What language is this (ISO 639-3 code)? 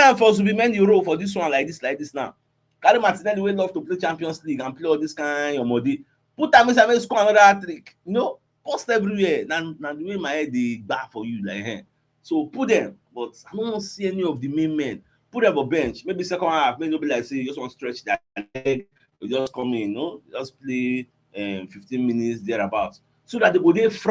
pcm